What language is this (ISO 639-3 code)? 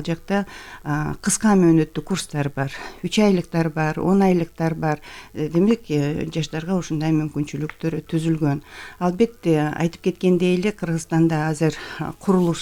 kir